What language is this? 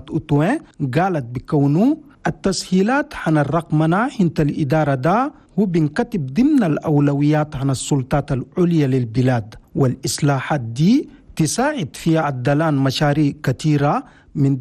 Chadian Arabic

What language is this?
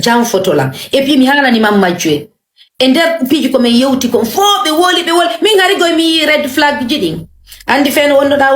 Fula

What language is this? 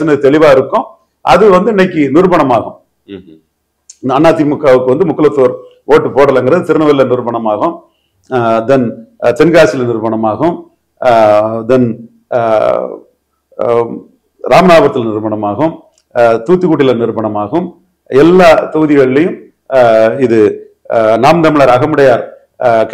Tamil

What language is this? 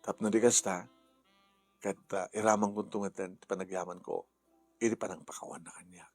Iloko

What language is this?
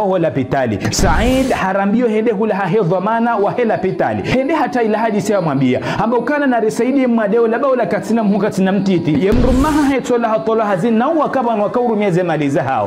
Ngazidja Comorian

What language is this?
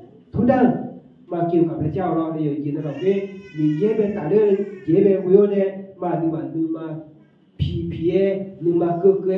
Akha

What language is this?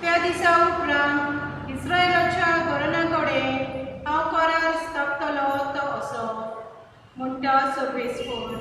Konkani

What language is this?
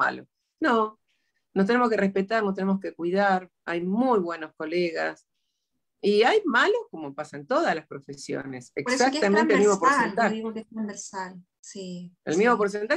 Spanish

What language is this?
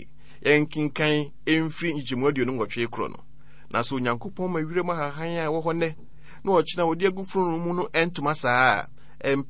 Akan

